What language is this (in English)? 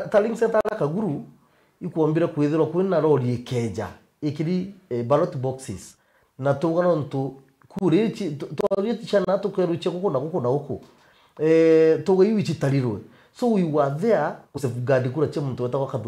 Meru